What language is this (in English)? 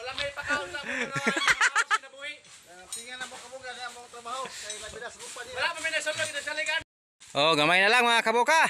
Cebuano